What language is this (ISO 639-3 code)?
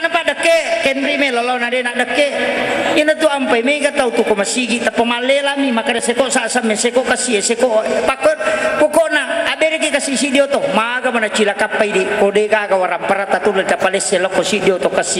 bug